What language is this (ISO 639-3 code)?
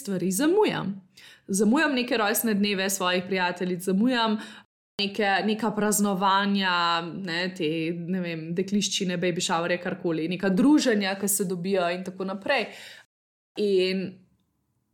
slv